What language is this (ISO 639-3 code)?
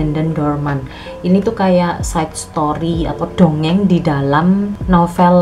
ind